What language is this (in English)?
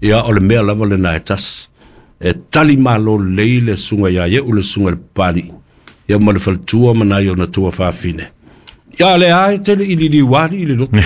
Samoan